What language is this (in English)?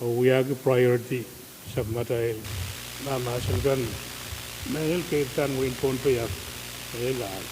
Pohnpeian